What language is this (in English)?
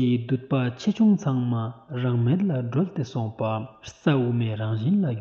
Ladakhi